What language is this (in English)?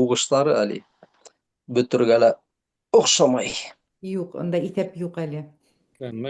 Bashkir